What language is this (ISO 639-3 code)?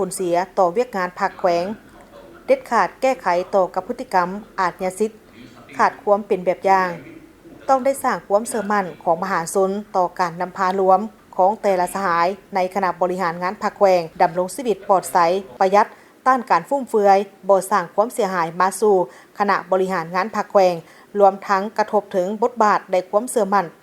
lao